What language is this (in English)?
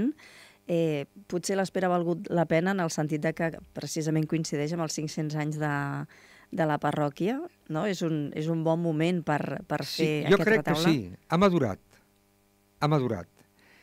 Catalan